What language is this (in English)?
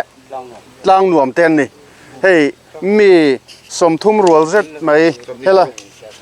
Mizo